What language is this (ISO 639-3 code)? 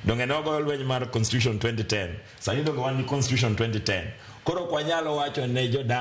luo